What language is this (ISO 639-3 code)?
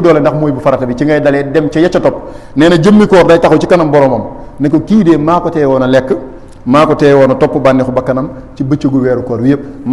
wol